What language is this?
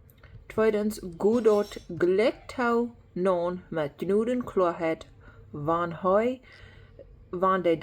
Plautdietsch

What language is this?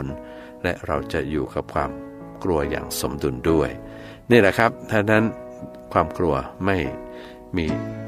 Thai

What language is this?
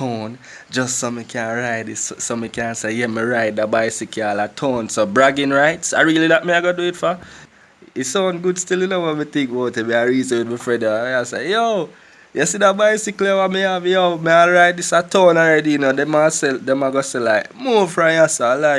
Jamaican Creole English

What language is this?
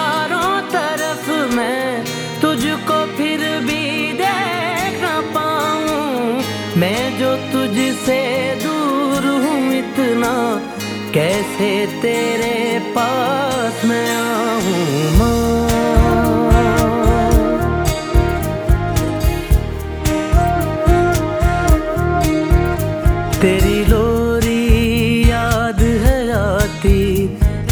Hindi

